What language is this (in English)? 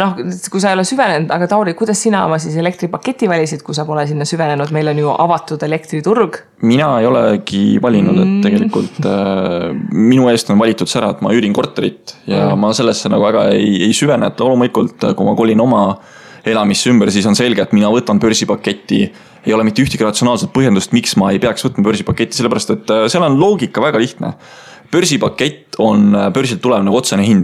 Estonian